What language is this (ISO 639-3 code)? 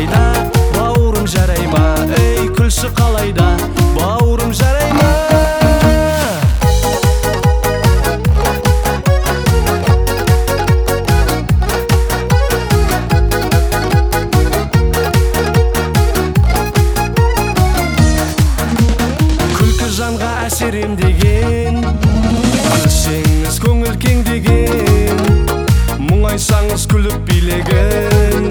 kaz